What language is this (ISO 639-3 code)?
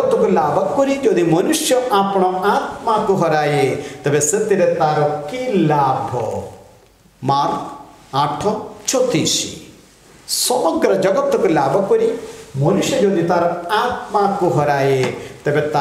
ori